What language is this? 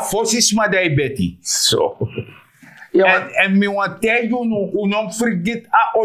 Sranan Tongo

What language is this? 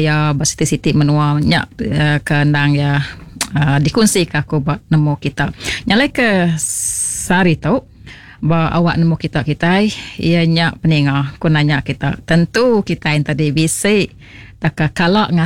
Iban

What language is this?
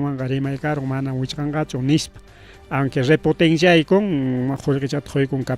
Ayacucho Quechua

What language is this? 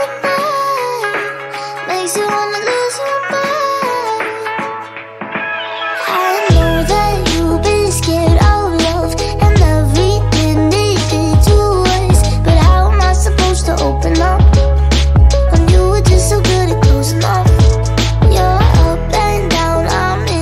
English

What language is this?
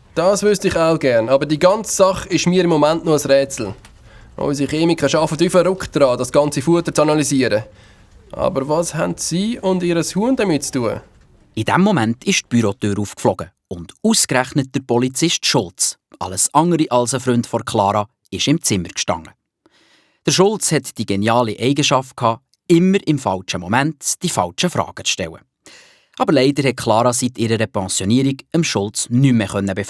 Swiss German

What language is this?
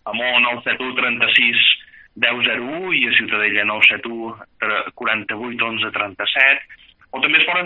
Catalan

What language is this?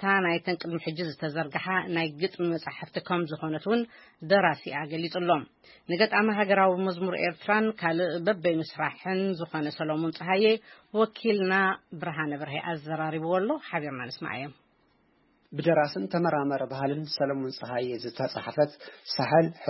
Tigrinya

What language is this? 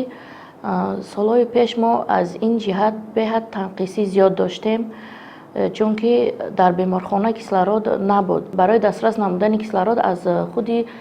Tajik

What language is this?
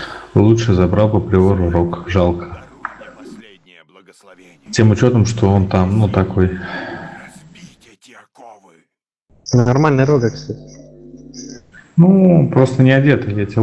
Russian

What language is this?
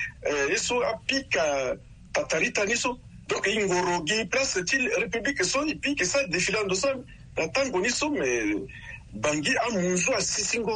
Sango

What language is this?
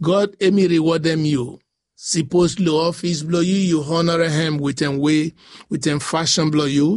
Bislama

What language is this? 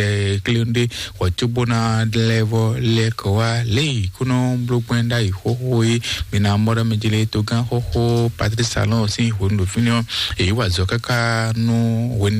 Fon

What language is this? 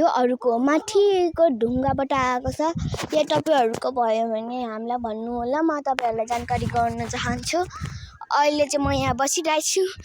Nepali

